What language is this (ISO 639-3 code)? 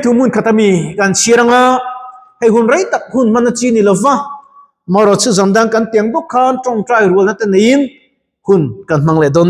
lus